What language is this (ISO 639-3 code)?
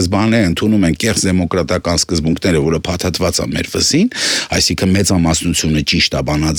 hye